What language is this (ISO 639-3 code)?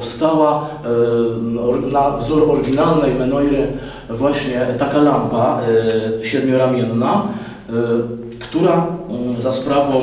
pol